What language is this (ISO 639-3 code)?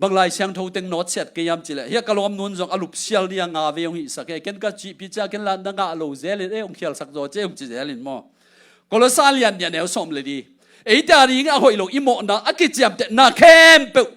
ctd